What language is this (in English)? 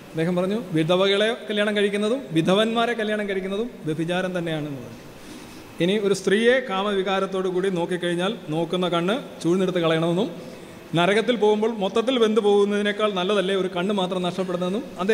Malayalam